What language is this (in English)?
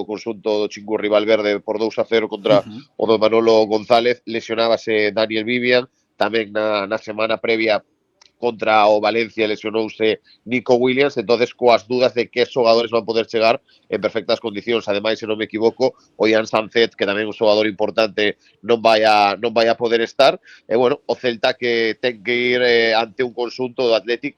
Galician